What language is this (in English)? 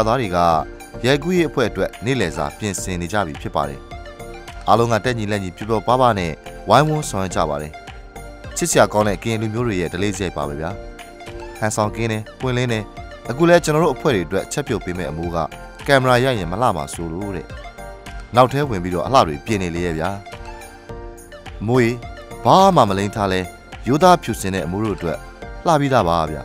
Burmese